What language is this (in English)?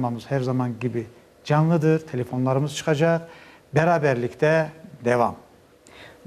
Crimean Tatar